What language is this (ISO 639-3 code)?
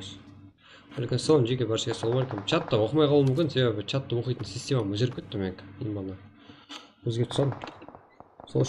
kaa